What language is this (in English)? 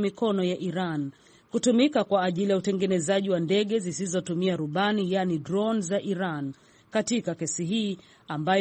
Swahili